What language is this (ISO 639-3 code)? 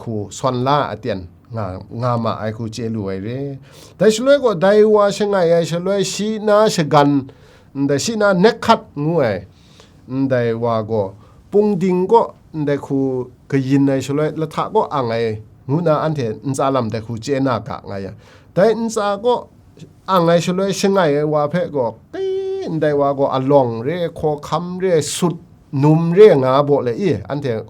kac